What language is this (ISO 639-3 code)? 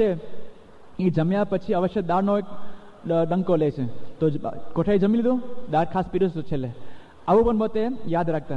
guj